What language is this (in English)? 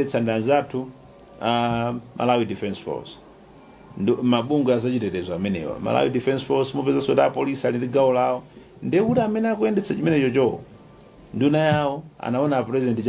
Nyanja